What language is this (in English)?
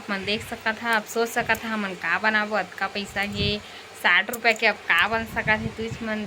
Chhattisgarhi